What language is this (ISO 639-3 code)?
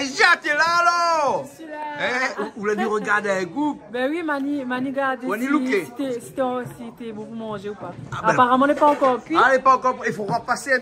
rcf